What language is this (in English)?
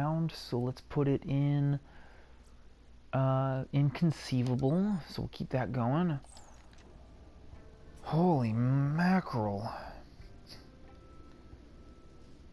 English